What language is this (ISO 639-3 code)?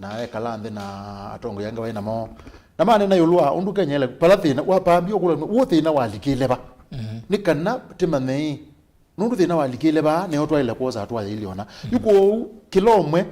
kam